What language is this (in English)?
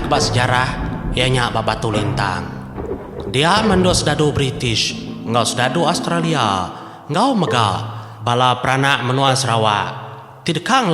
Iban